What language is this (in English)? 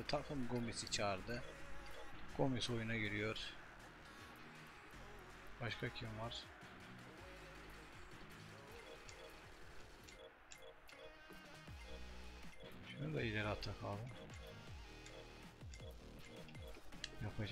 Turkish